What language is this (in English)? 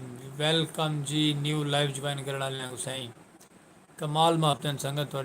Saraiki